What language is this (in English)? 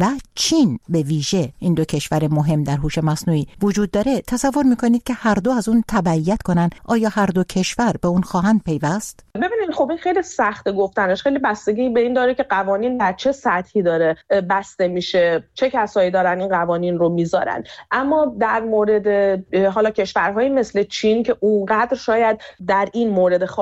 Persian